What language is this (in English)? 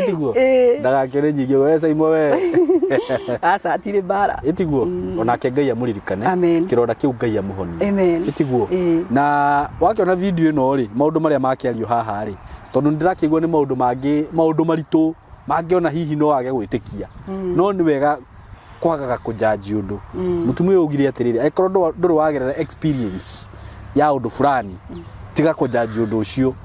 Kikuyu